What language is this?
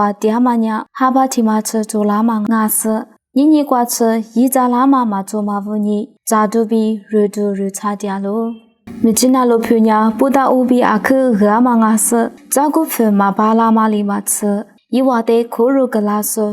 Lisu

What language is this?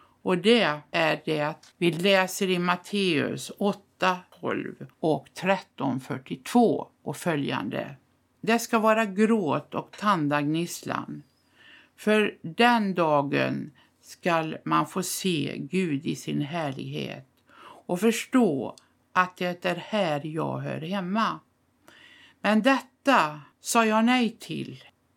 Swedish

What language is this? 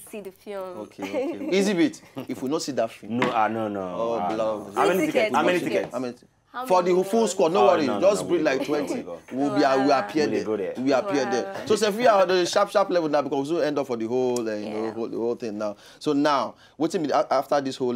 Nigerian Pidgin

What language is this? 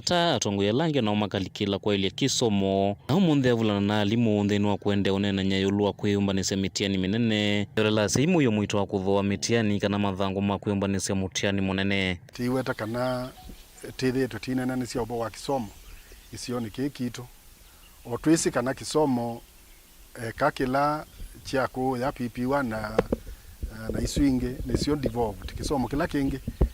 Kamba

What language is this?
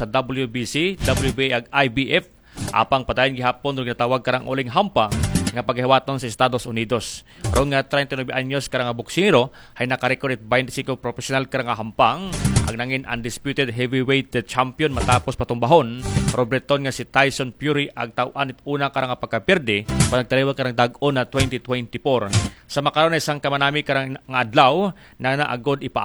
Aklanon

